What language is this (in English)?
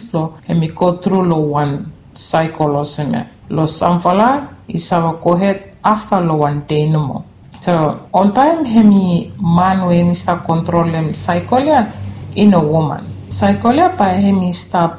Bislama